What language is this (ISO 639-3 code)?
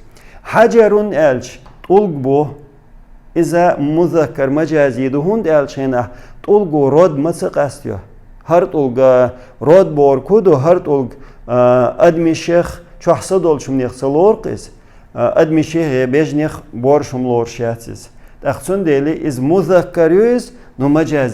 che